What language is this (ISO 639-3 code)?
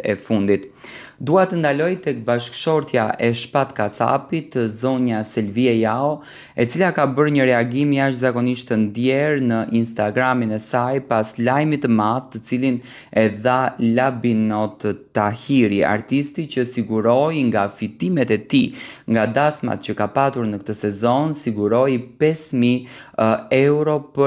sqi